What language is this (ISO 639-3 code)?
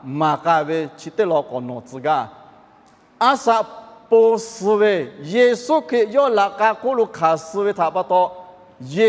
lhu